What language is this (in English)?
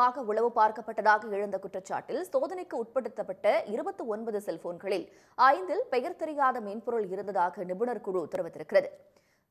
Tamil